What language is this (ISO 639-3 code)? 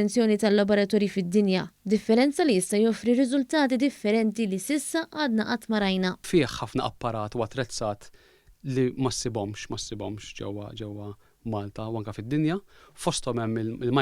mlt